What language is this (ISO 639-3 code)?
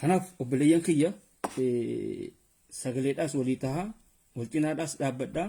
orm